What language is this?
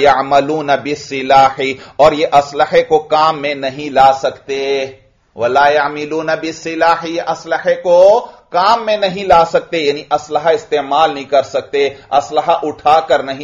Urdu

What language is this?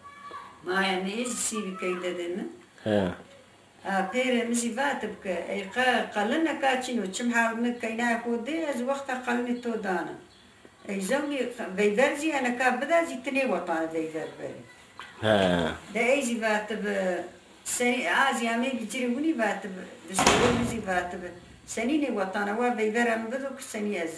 Zaza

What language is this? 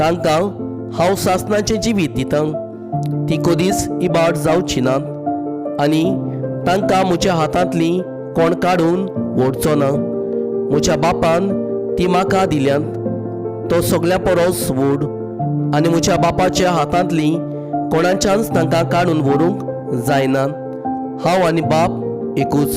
Konkani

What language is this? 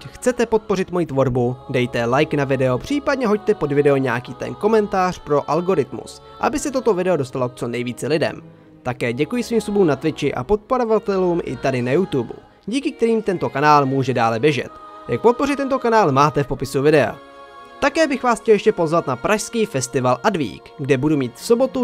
Czech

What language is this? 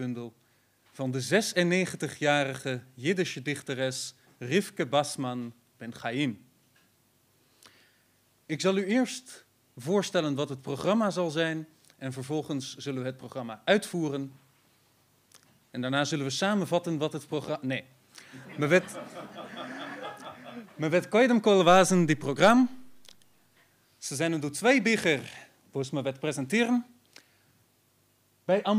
Dutch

